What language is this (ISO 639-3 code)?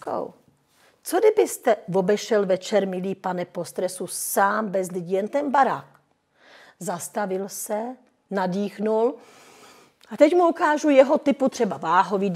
ces